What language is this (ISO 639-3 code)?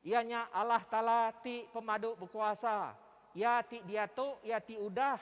iba